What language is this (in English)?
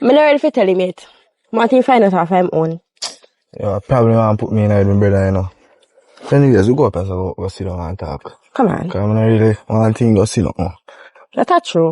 Jamaican Creole English